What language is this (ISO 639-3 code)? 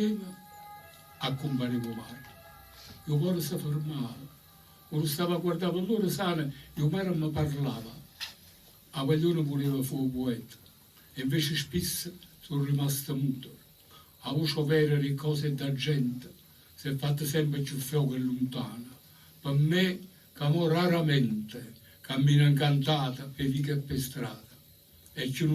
nap